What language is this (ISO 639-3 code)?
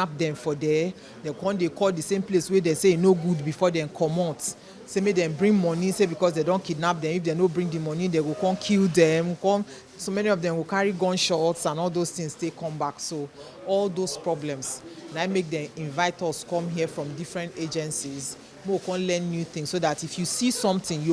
pcm